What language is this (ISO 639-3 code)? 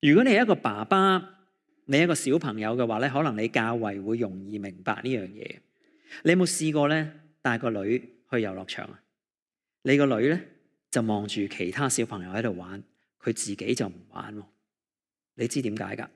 yue